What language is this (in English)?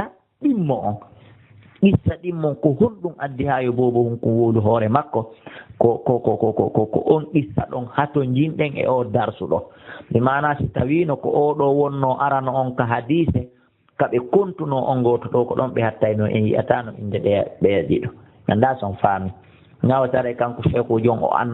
Fula